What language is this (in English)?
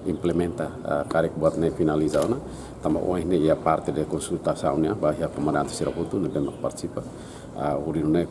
Tetum